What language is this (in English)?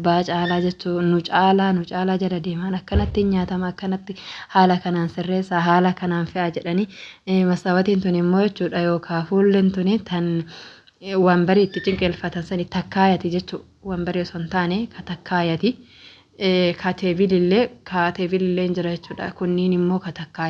Oromo